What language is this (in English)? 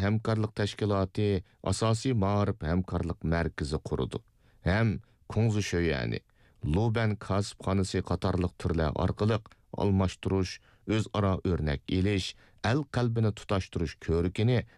Uyghur